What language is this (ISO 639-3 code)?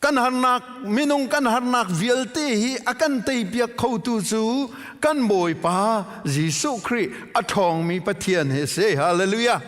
cnh